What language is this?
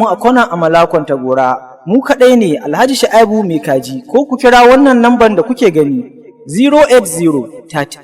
Hausa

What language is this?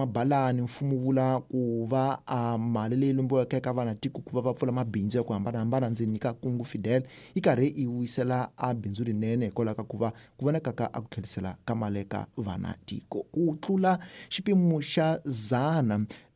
Tsonga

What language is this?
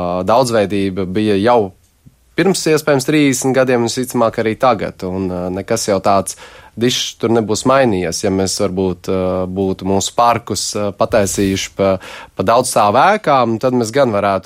Latvian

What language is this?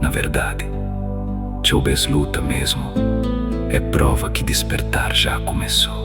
Kabuverdianu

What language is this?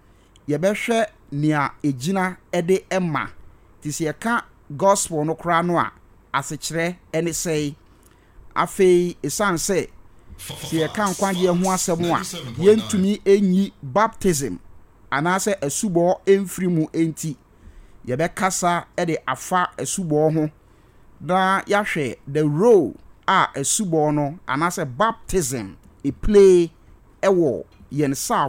Akan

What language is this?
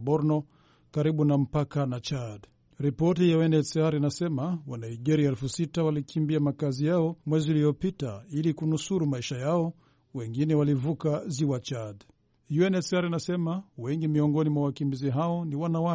Swahili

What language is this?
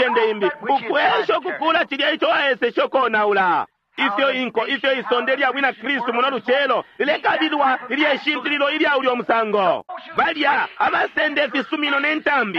Bemba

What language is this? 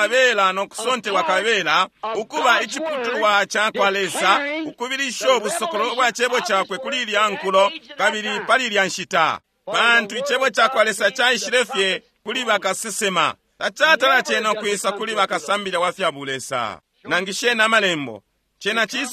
Bemba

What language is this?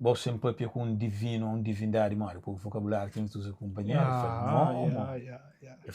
Kabuverdianu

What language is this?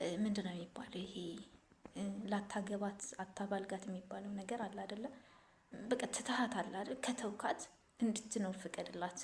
Amharic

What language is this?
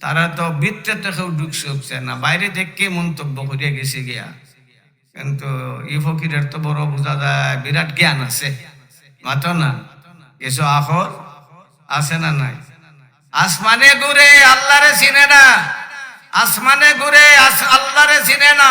Sylheti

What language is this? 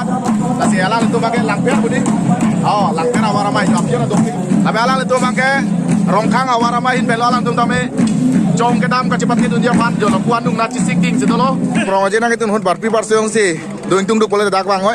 Karbi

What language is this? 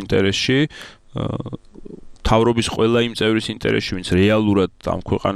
Georgian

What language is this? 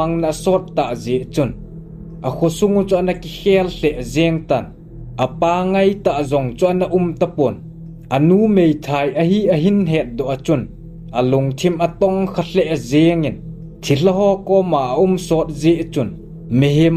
Thado Chin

